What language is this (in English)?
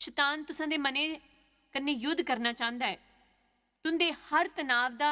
Dogri